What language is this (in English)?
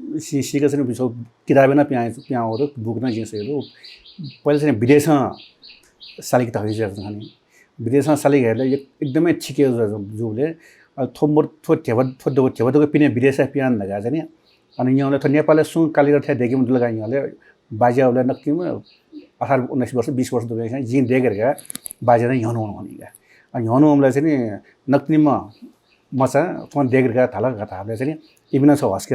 Newari